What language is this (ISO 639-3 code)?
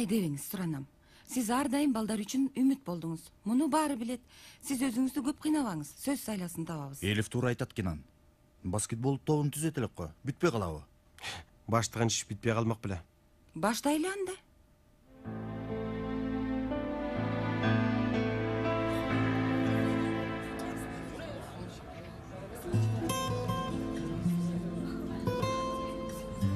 kir